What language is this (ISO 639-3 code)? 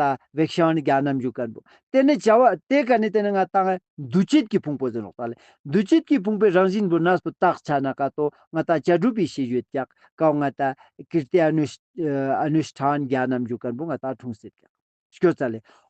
lbj